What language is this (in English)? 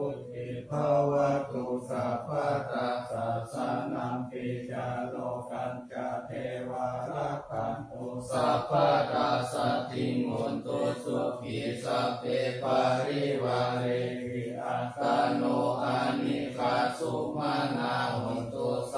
Pali